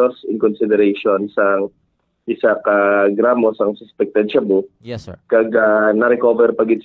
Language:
Hiligaynon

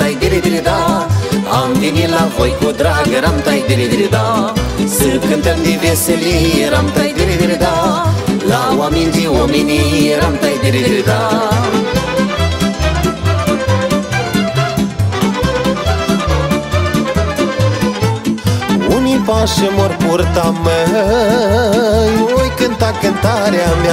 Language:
Romanian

